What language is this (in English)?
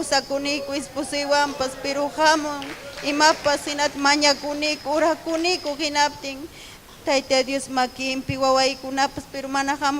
Ayacucho Quechua